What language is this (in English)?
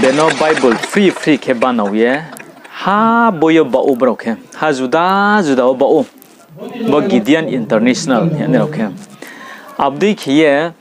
Riang (India)